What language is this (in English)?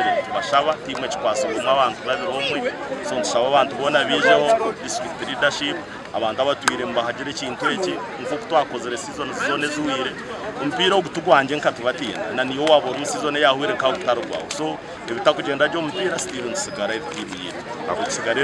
Nyankole